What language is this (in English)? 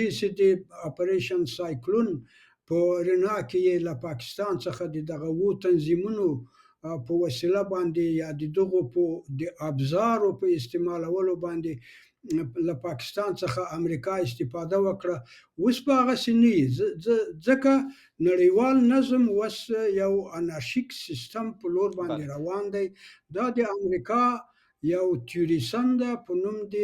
Pashto